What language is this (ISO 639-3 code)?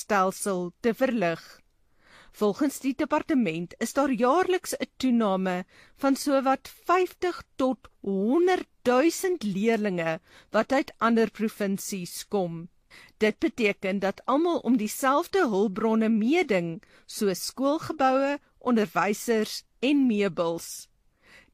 afr